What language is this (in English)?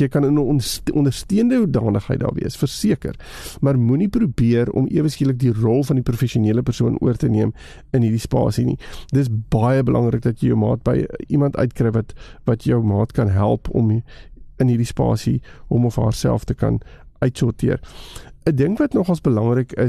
Afrikaans